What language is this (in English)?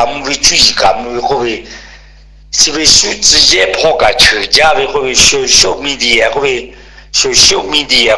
Lahu